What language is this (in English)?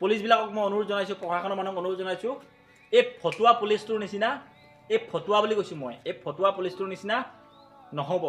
Assamese